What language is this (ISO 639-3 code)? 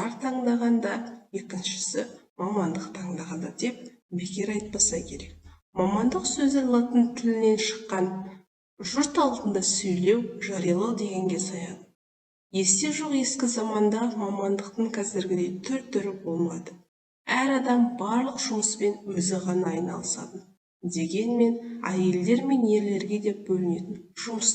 kaz